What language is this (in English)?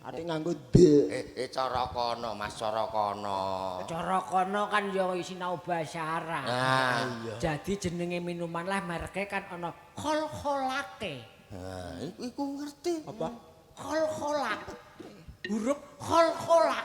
Javanese